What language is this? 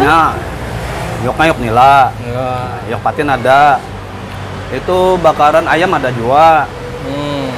Banjar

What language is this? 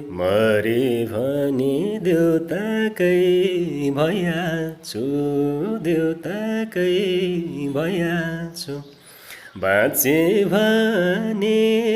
Nepali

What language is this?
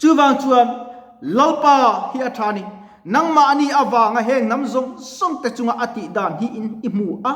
Mizo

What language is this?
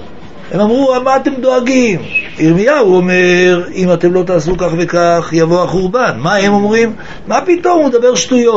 Hebrew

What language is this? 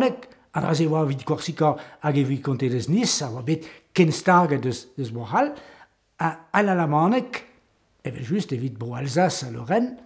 Breton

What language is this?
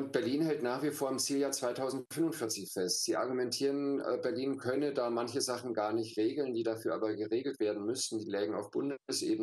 German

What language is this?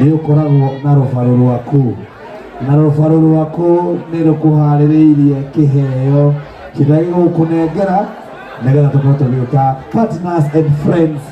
Kikuyu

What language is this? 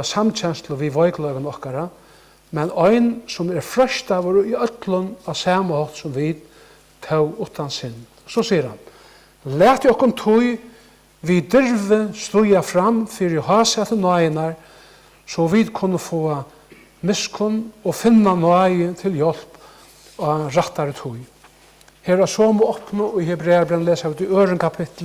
Faroese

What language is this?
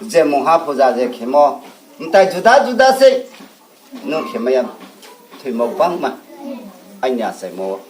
Riang (India)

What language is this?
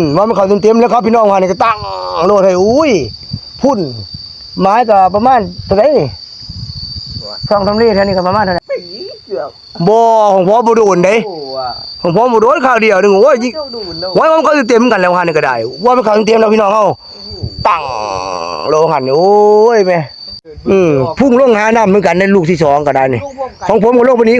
Northeastern Thai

